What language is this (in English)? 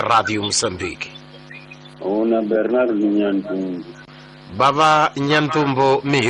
Tsonga